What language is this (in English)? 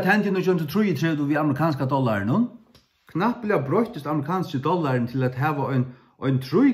Faroese